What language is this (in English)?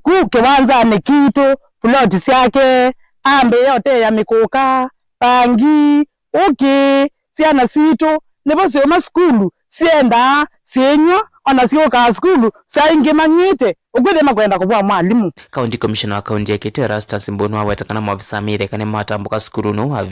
Kamba